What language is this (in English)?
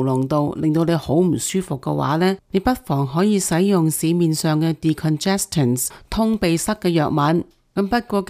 Cantonese